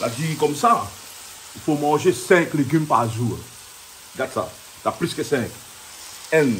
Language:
Réunion Creole French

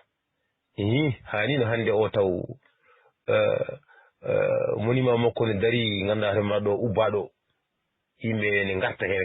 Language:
Fula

